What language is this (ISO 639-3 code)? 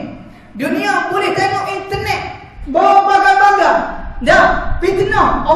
msa